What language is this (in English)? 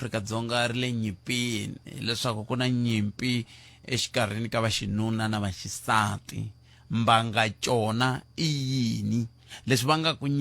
Tsonga